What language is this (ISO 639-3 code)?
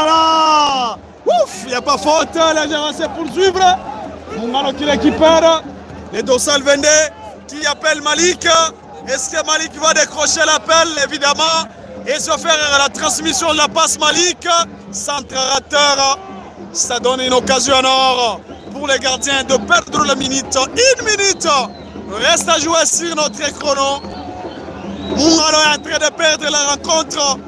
fra